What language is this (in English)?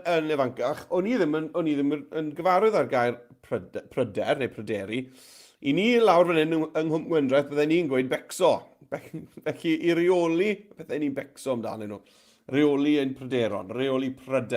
Welsh